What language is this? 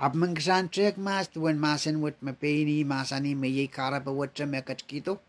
Pohnpeian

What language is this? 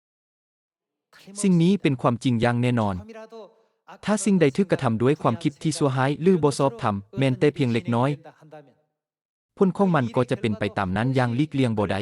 Lao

